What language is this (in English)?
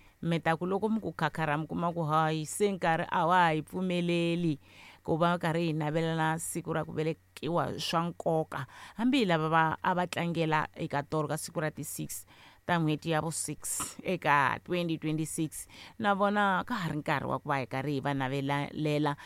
Tsonga